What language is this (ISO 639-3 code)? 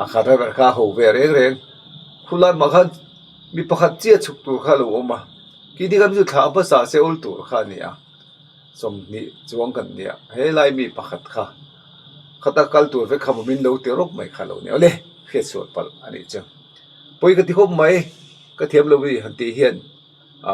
lus